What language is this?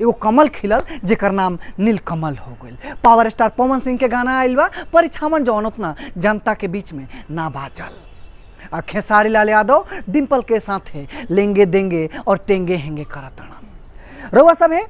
Bhojpuri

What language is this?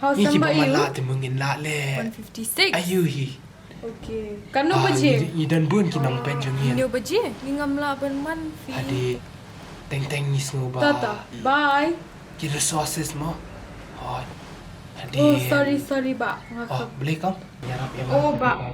Khasi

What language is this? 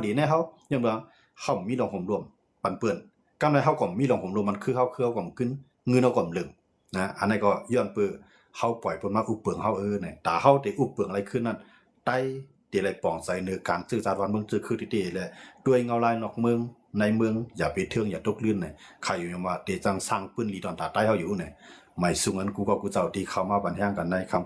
Shan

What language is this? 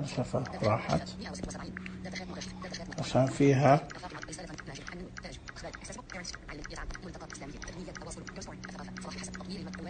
Najdi Arabic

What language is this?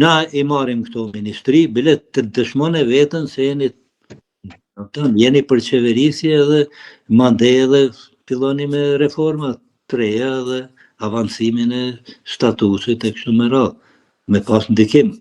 Albanian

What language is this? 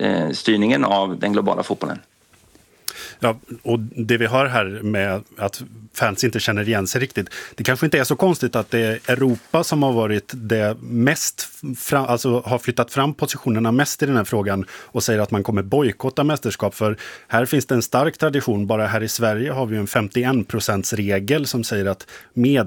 Swedish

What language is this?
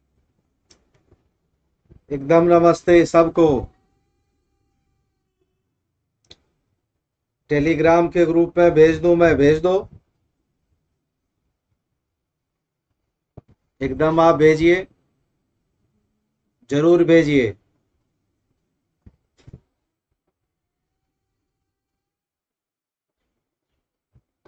Hindi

